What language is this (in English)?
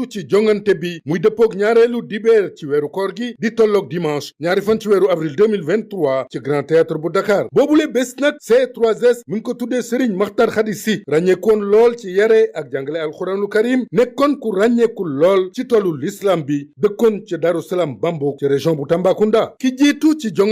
Wolof